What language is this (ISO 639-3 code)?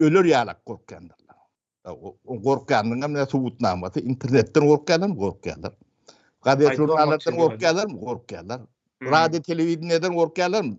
tuk